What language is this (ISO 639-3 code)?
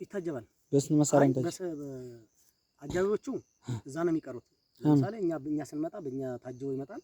amh